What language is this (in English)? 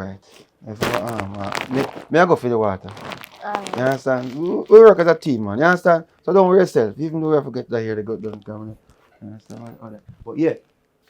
Jamaican Creole English